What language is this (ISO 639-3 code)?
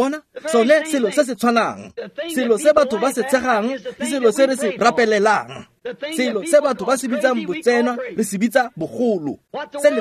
tsn